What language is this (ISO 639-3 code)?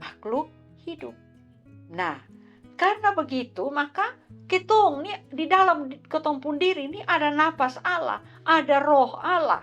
mkn